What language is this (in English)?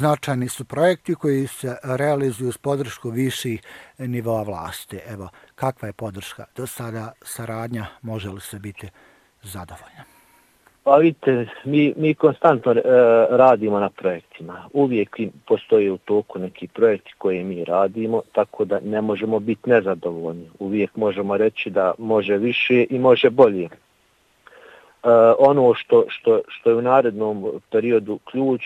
Bosnian